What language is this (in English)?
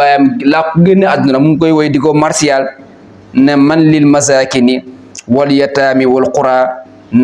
Wolof